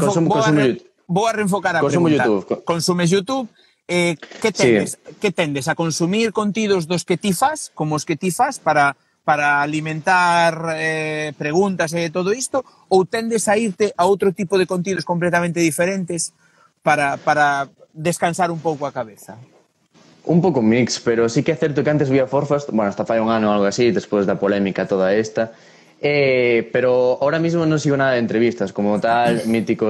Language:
Galician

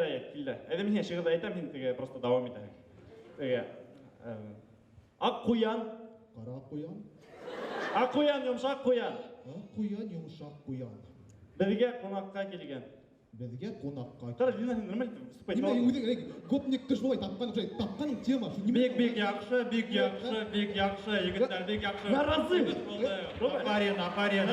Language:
Bashkir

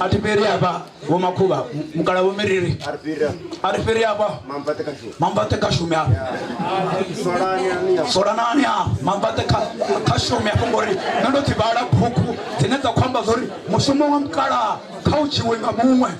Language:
Venda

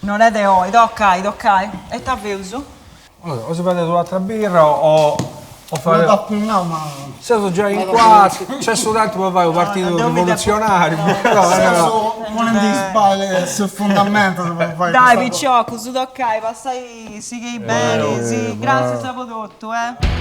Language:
Sardinian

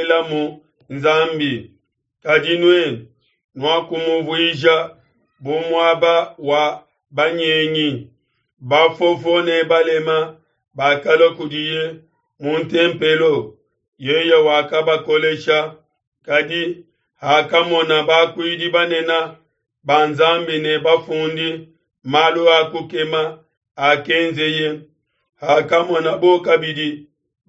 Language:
Luba-Lulua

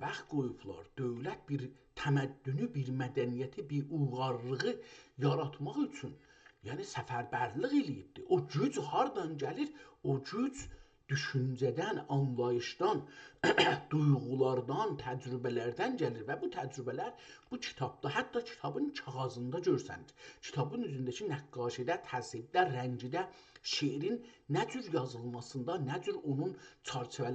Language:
South Azerbaijani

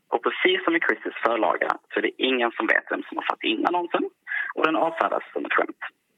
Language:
Swedish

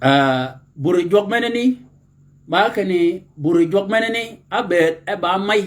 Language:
Shilluk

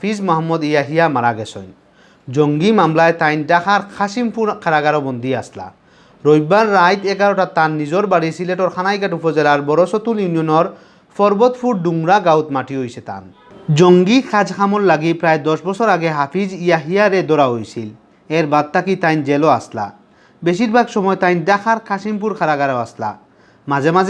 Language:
Sylheti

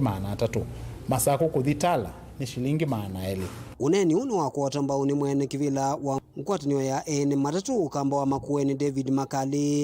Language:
Kamba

